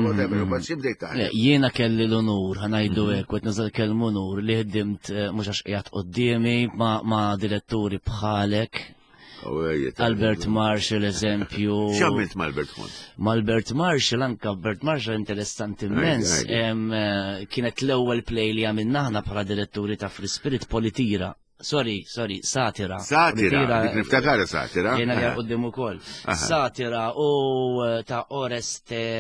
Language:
Maltese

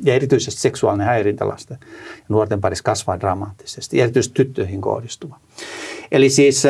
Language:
Finnish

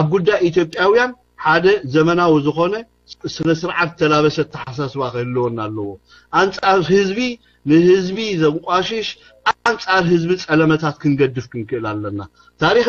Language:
Tigrinya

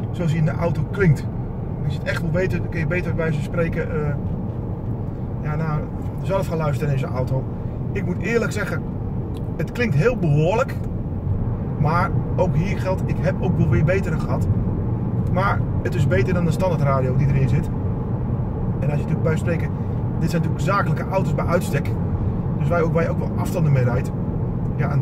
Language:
Dutch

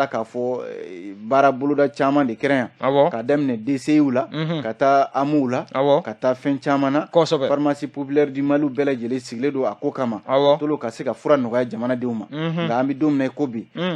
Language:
Bambara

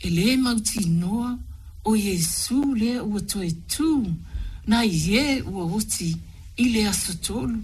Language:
Samoan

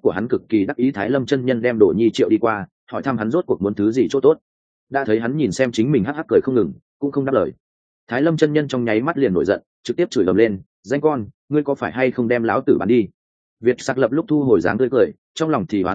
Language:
Vietnamese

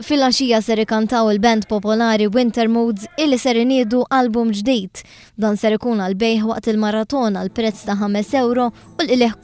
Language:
Maltese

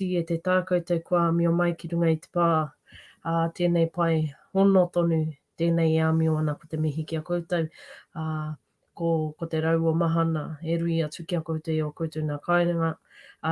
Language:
Māori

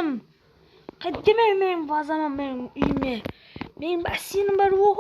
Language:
Kara-Kalpak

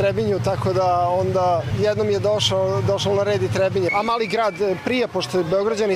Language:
Croatian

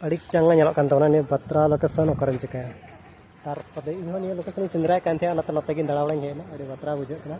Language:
Santali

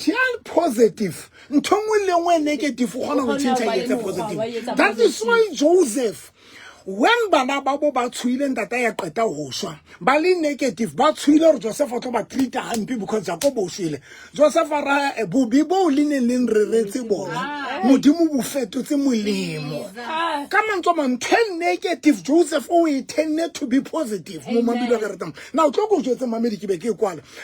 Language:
Southern Sotho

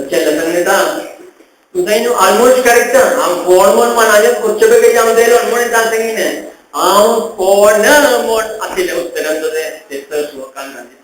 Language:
Konkani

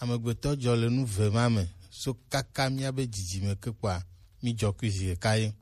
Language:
Gen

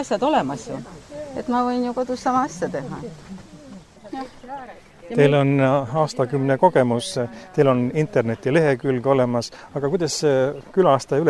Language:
Estonian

